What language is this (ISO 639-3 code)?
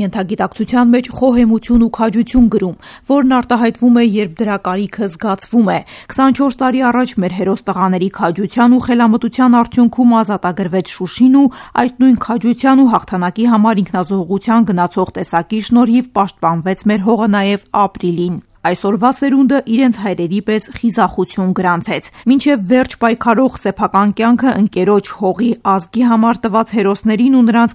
hye